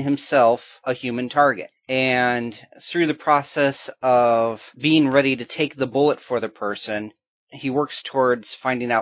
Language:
English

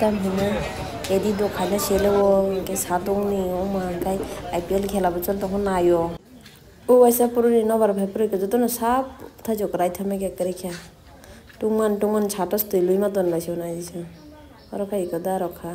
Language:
Kok Borok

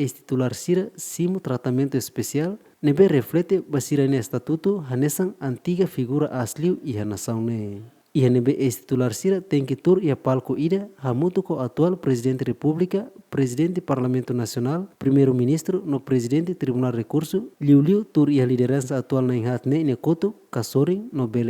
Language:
Tetum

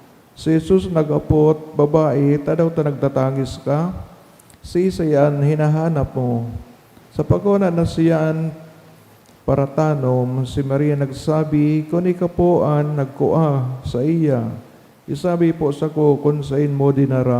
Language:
Bikol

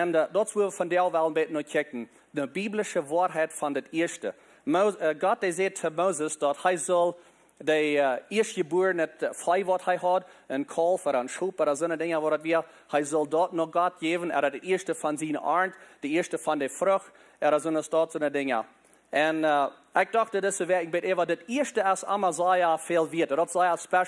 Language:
Plautdietsch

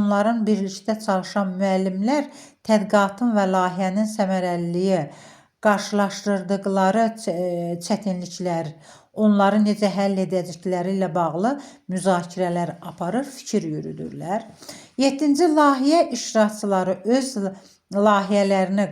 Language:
Azerbaijani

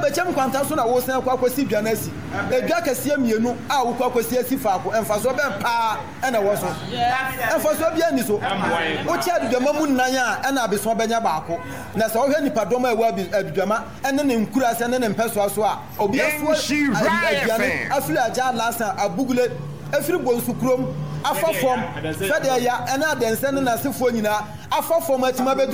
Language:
Akan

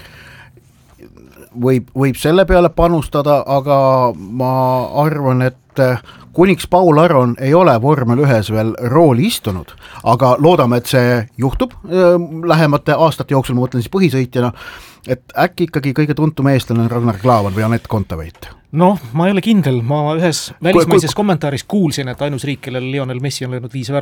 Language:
Estonian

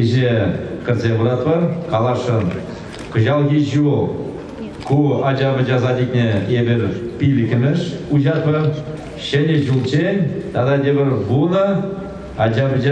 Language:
Chuvash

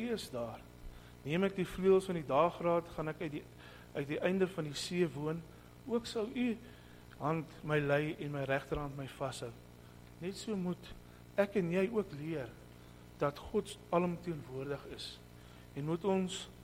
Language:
Afrikaans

